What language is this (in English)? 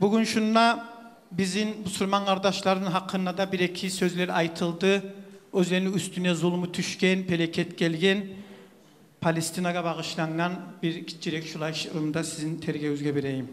Kumyk